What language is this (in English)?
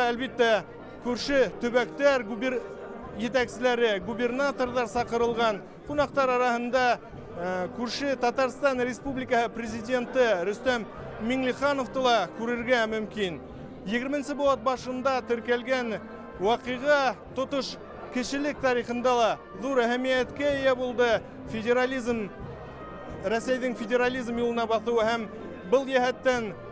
Bashkir